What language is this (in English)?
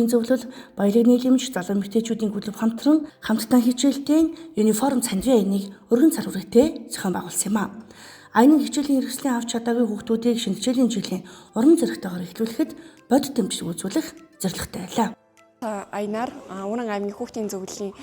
Mongolian